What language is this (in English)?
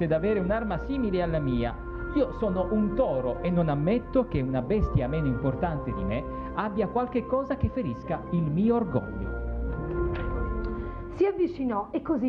Italian